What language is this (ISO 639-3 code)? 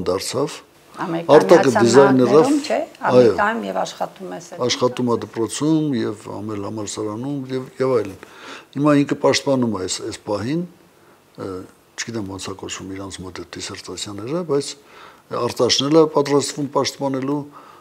hye